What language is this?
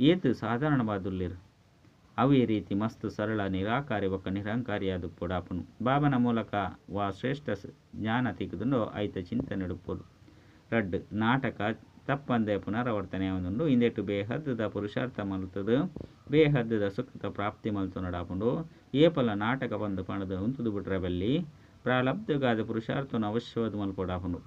Tulu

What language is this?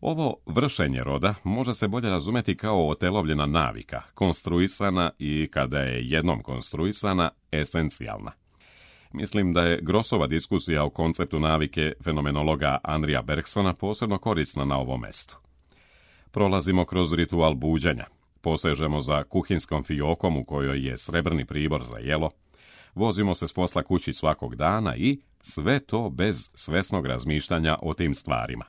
Serbian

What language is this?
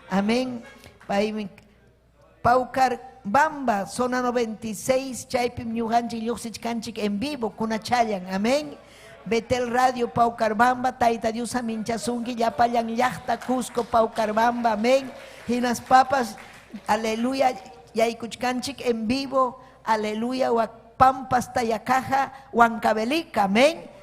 Ayacucho Quechua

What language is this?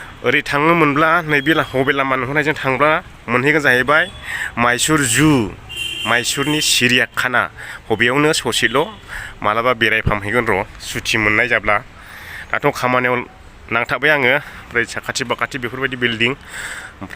Bodo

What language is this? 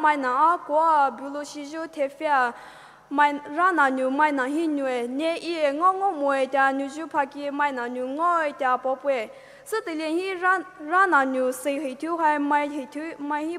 Poumei Naga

